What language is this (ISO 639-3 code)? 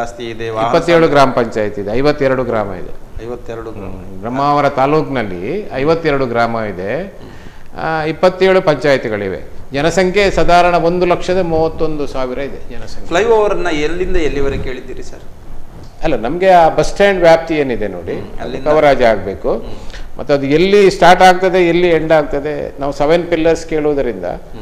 kan